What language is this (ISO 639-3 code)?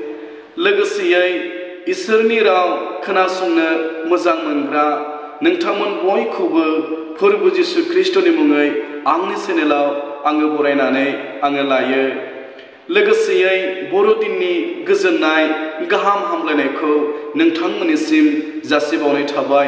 brx